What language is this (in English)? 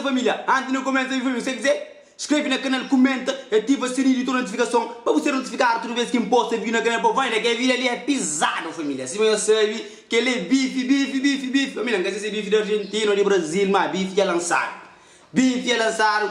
Kabuverdianu